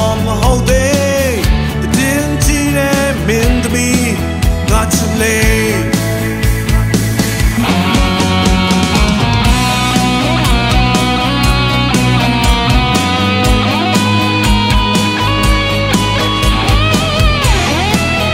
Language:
Burmese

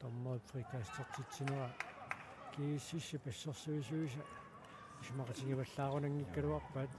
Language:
Kalaallisut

